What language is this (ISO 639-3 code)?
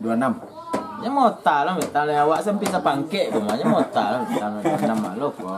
min